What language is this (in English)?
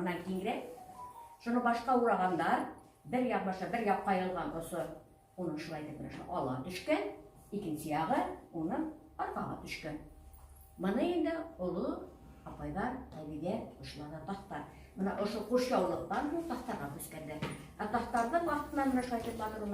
Bashkir